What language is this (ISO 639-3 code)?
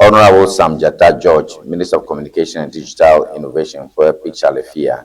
ewe